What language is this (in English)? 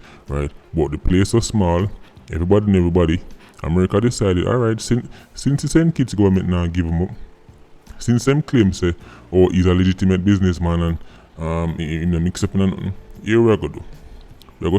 Jamaican Creole English